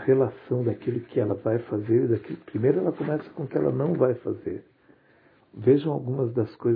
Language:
Portuguese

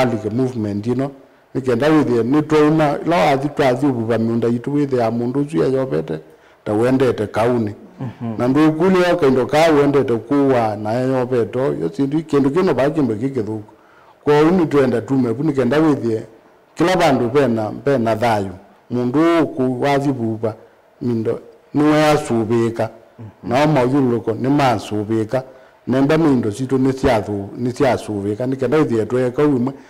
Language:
Kamba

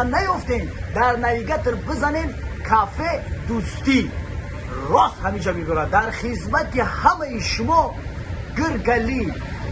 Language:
Tajik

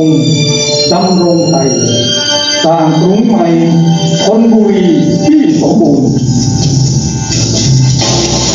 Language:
Thai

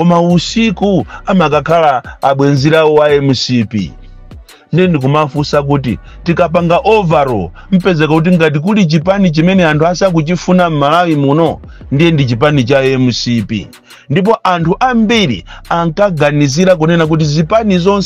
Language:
Nyanja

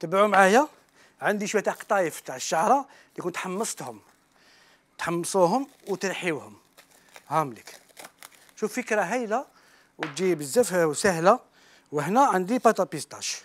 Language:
Algerian Arabic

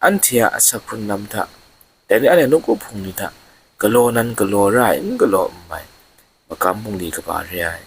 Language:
Kachin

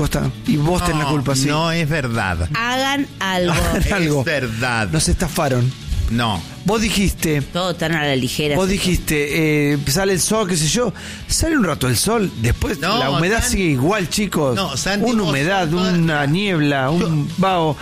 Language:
Spanish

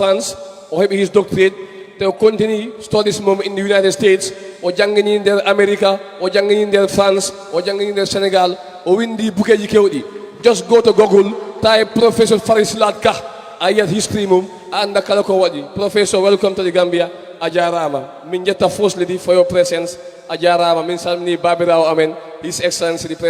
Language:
Fula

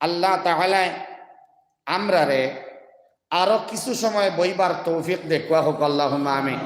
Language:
Sylheti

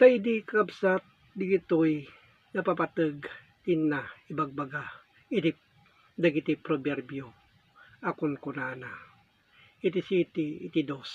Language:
Iloko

